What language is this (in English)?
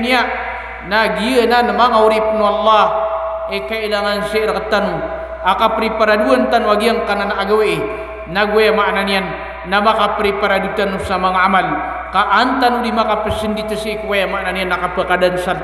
Maranao